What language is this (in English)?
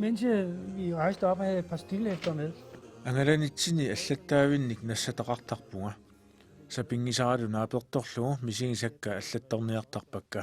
Kalaallisut